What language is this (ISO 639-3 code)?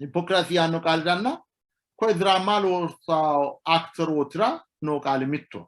sid